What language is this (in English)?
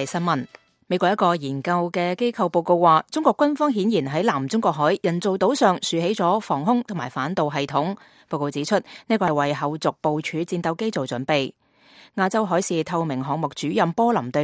Cantonese